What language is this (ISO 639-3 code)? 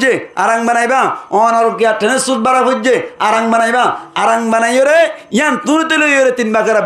rhg